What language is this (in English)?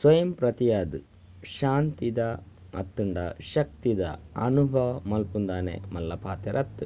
Tulu